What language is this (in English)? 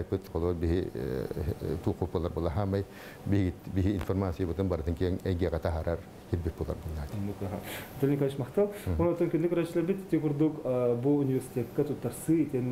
Yakut